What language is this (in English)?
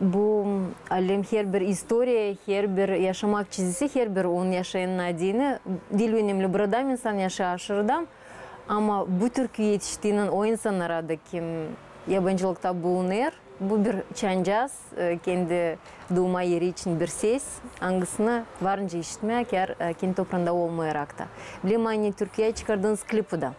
Gagauz